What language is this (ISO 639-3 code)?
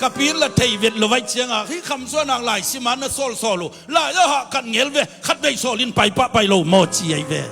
ctd